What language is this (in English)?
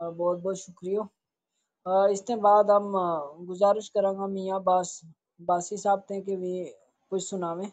Gujari